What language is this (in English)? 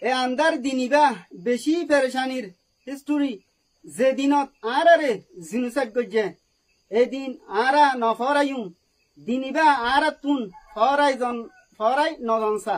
Rohingya